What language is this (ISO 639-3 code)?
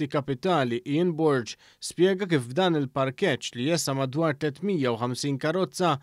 mlt